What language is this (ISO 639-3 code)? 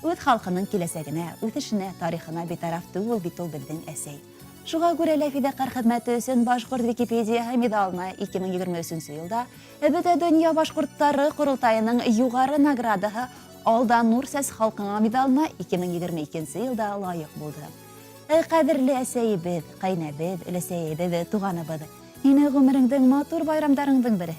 bak